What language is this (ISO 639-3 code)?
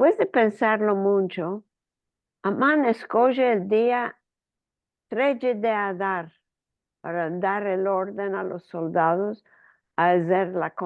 lad